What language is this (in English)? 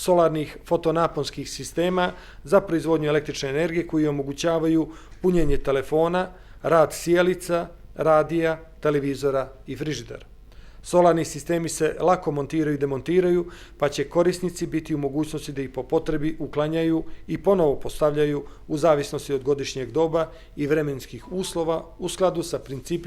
Bosnian